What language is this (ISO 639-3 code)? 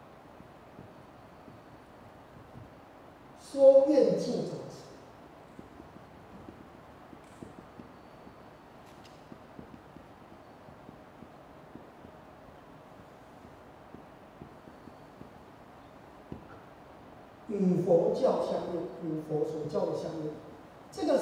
zho